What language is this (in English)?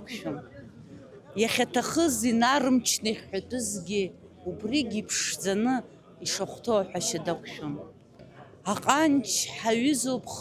Abkhazian